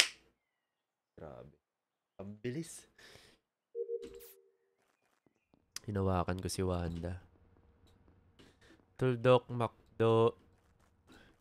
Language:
Filipino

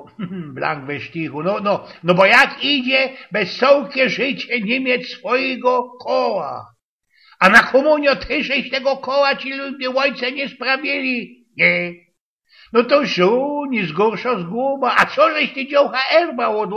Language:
Silesian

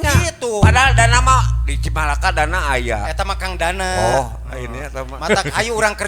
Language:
Sundanese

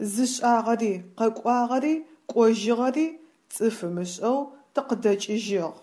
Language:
Adyghe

